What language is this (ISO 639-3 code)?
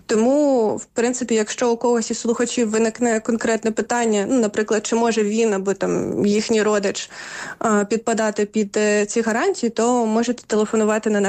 ukr